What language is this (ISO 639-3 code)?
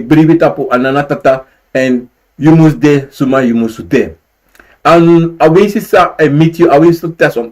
srn